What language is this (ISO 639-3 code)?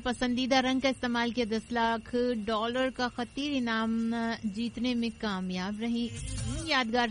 urd